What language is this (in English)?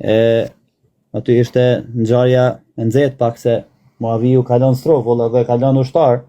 Albanian